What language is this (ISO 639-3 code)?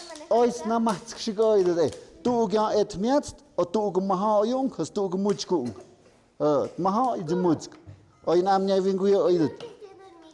mxp